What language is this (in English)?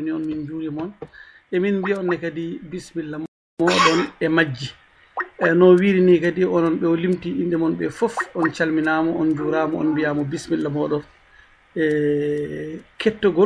Fula